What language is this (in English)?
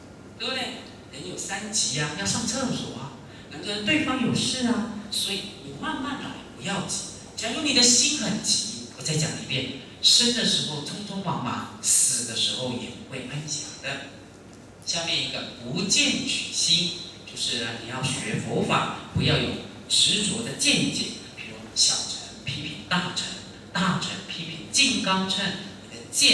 Chinese